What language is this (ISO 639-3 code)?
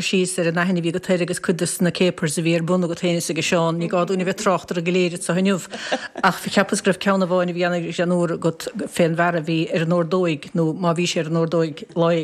gle